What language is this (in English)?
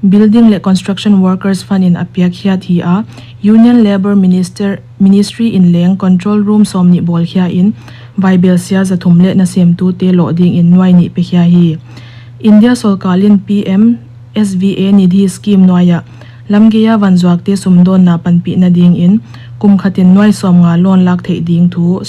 Paite Chin